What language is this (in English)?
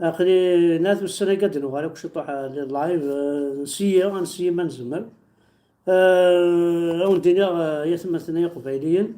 Kabyle